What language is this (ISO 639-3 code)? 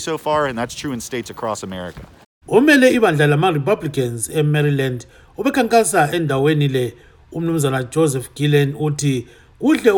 nde